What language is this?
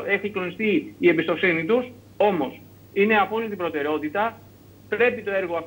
Greek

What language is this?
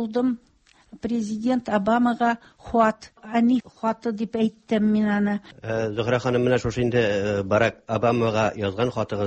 Tatar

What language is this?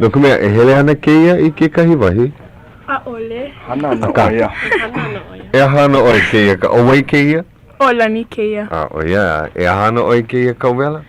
Hawaiian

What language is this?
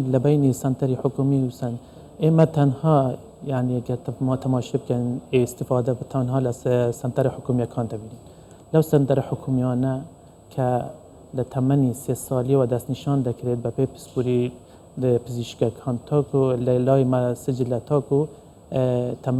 Central Kurdish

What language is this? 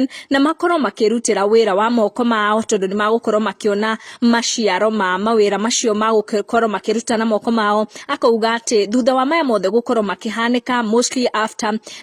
Kikuyu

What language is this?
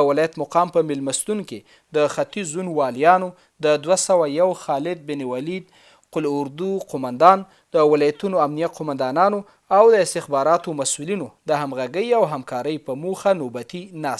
Pashto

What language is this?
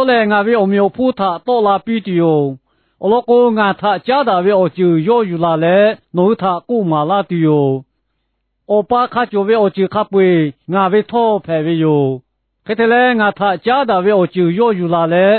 Lahu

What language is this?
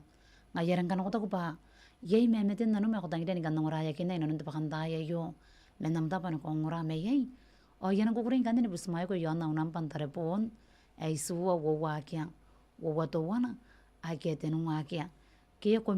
Gilbertese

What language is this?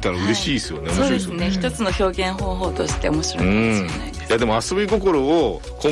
Japanese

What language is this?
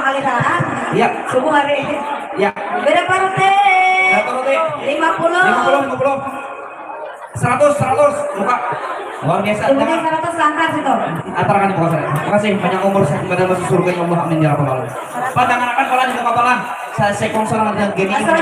Banjar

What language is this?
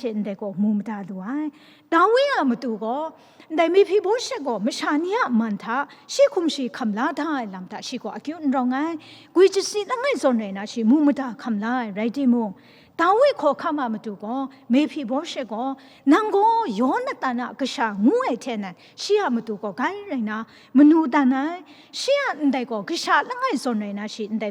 Kachin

